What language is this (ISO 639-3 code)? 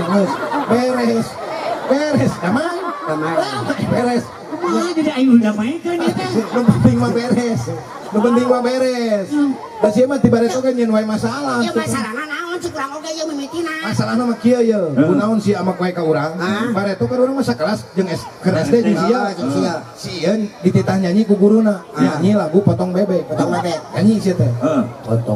sun